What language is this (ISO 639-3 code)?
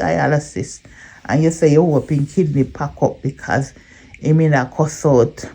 jam